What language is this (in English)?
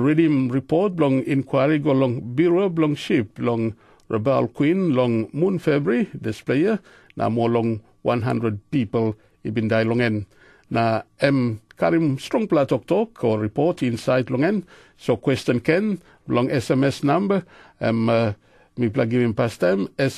Tok Pisin